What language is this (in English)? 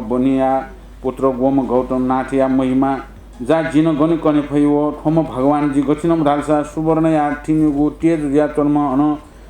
Newari